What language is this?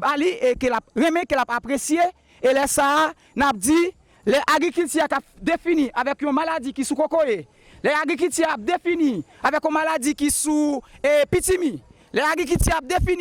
Haitian Creole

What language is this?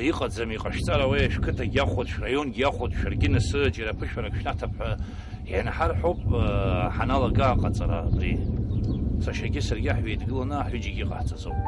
Abkhazian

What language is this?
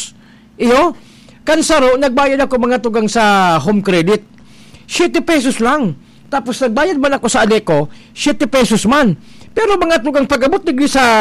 Bikol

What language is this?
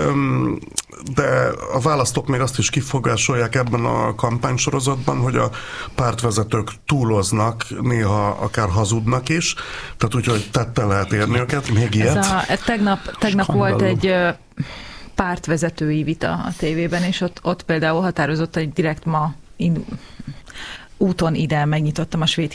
Hungarian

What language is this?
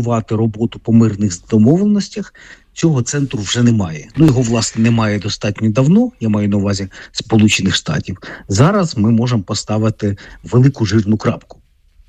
Ukrainian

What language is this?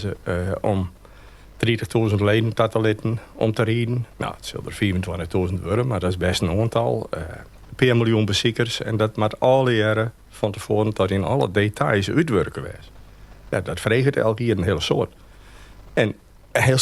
Western Frisian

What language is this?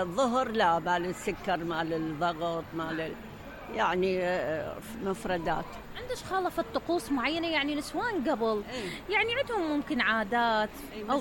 Mesopotamian Arabic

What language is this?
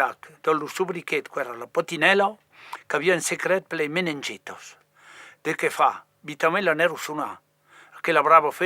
Occitan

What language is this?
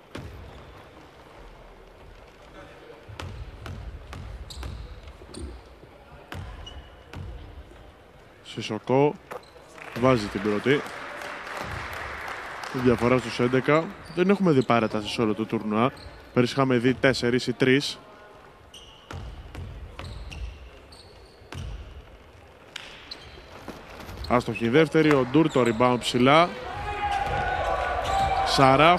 Greek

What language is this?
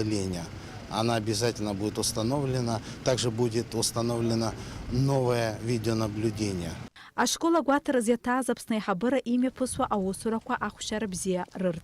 Abkhazian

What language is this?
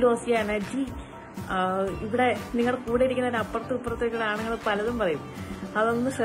Malayalam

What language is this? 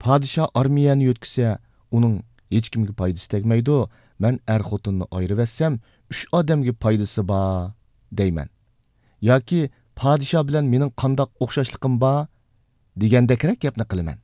Uyghur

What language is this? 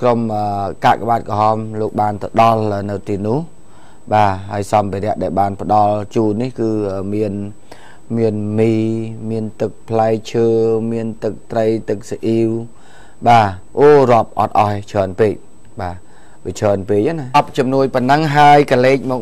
Khmer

